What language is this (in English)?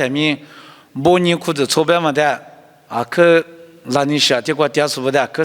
Lisu